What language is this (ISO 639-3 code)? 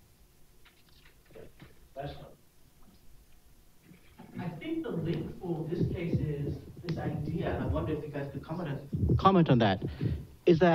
eng